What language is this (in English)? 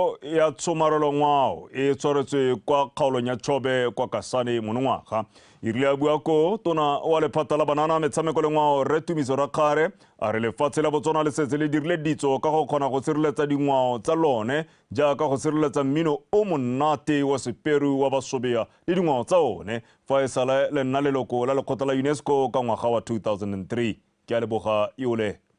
Tswana